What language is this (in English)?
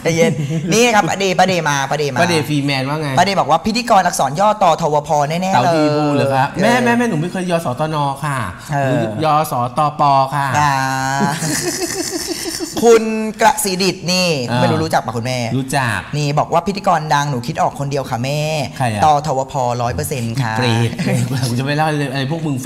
Thai